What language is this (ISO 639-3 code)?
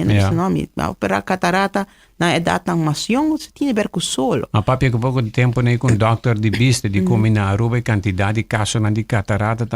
pap